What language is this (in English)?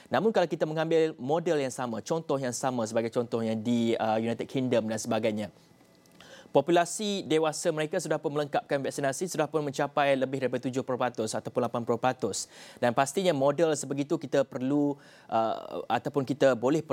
Malay